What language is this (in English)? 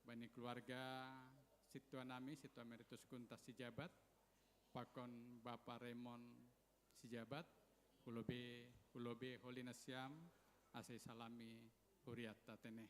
Batak Simalungun